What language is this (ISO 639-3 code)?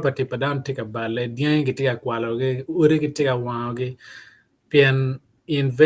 ach